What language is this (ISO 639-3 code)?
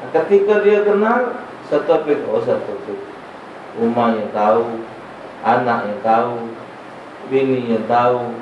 mui